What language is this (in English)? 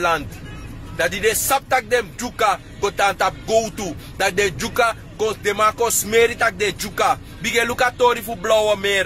Sranan Tongo